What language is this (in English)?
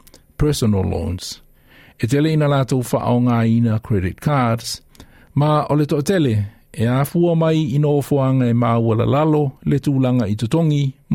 Samoan